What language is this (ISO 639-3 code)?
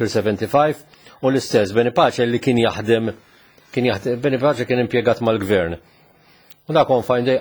mlt